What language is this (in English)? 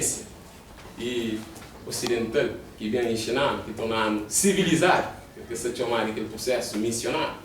Kabuverdianu